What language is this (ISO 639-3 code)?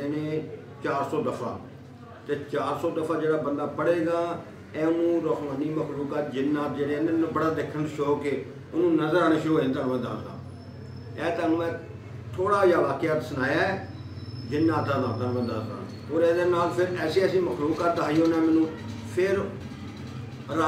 pan